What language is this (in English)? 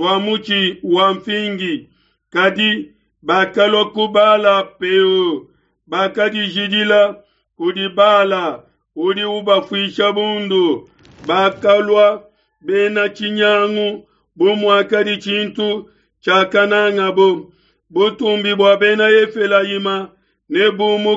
Luba-Lulua